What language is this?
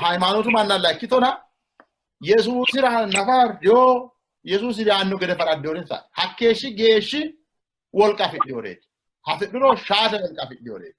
Sidamo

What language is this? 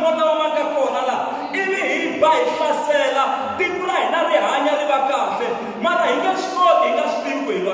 Tsonga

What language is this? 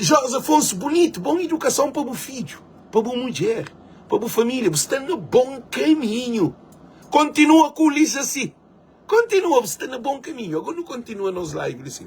Kabuverdianu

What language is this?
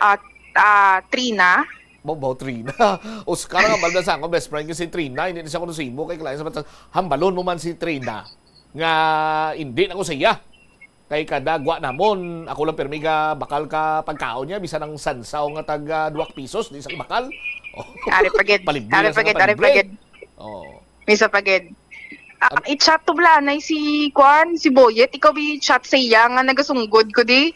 Hiligaynon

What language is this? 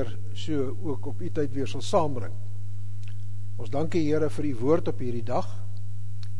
Afrikaans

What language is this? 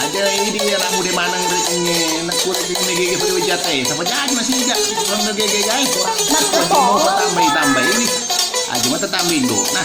Buginese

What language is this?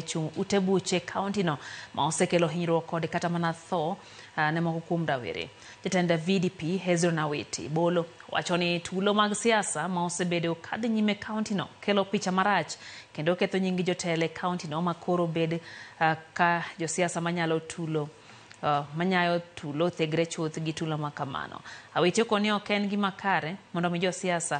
Luo (Kenya and Tanzania)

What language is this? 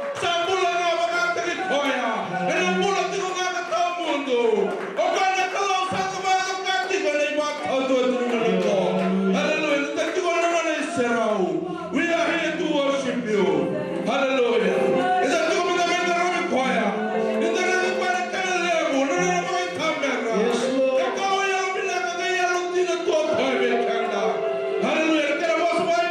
Fijian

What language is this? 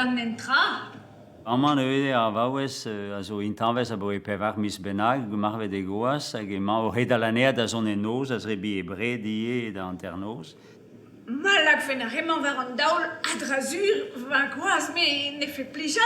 Breton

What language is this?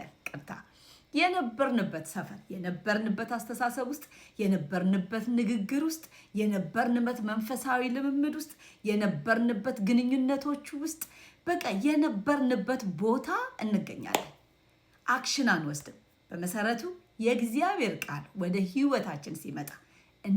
Amharic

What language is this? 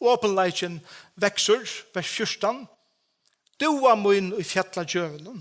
Faroese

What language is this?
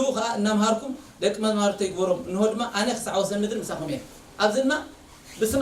Tigrinya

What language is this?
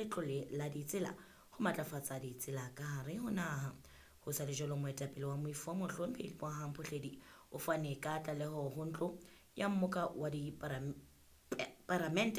Southern Sotho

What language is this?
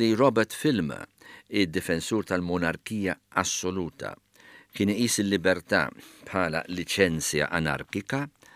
Maltese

